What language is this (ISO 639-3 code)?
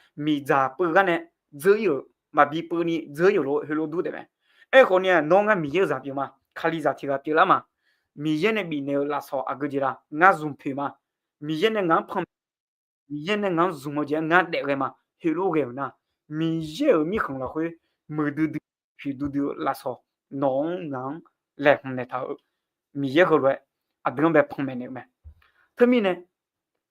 ahk